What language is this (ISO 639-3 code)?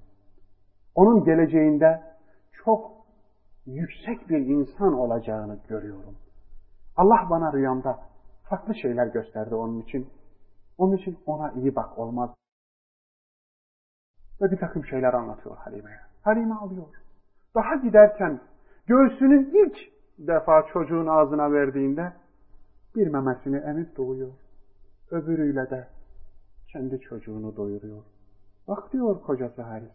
tur